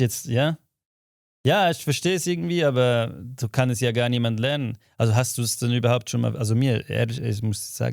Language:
Swiss German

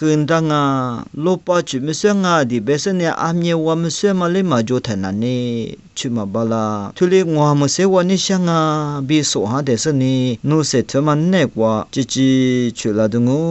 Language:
Lisu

